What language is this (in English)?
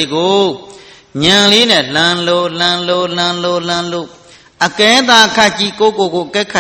Burmese